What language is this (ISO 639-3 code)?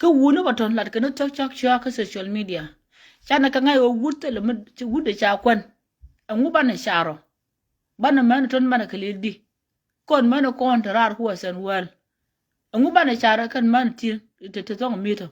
nus